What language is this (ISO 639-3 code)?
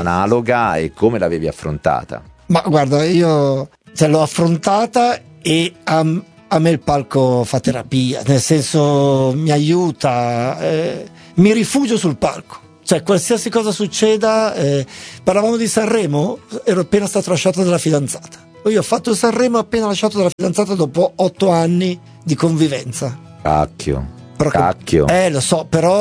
ita